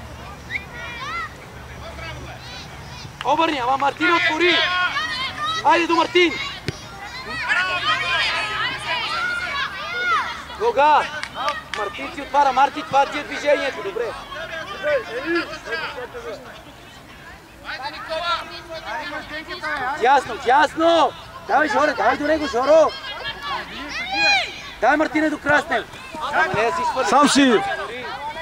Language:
Bulgarian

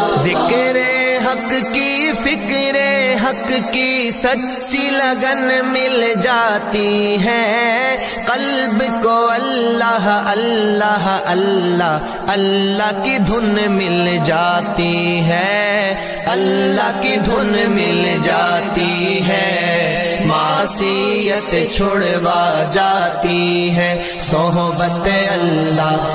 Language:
Urdu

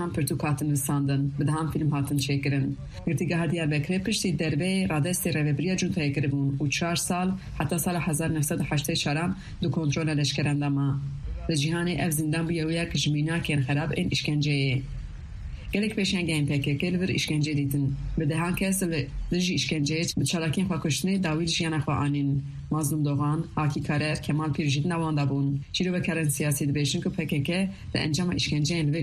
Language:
Kurdish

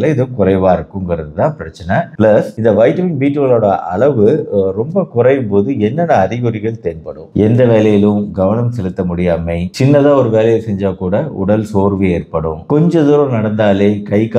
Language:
Tamil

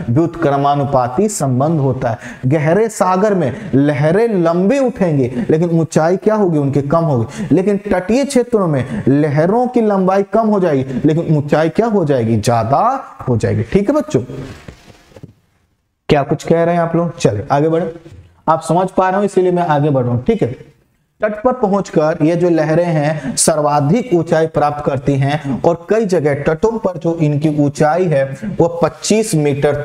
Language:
Hindi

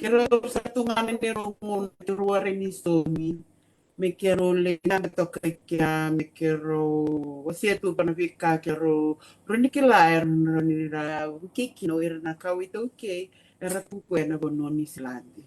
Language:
Fijian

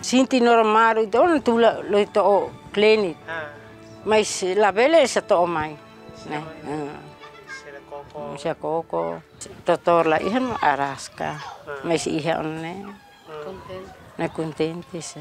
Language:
Tetum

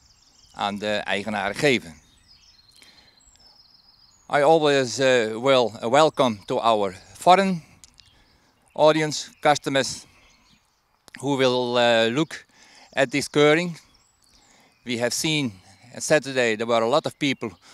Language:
Dutch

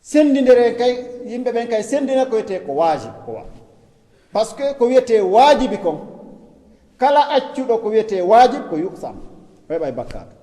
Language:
Fula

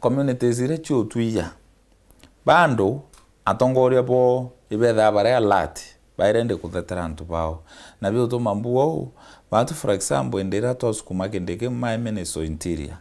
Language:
Meru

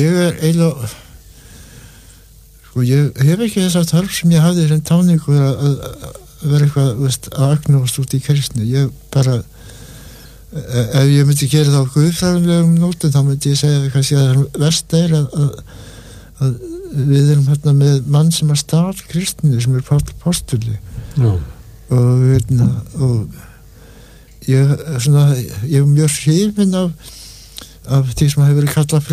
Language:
Icelandic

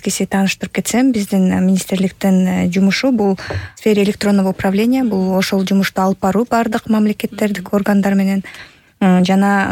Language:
Kyrgyz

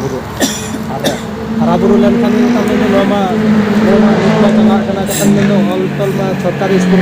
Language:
Santali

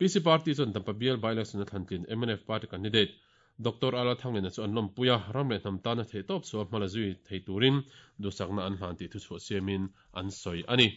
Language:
Mizo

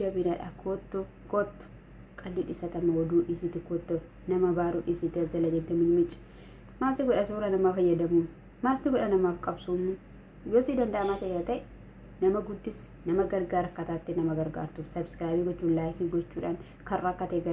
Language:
Oromo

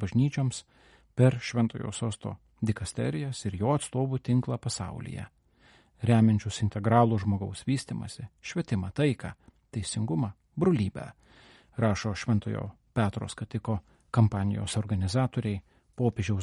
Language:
Lithuanian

